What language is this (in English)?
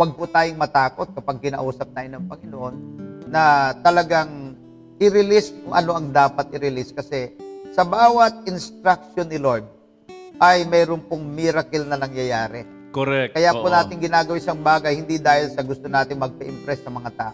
Filipino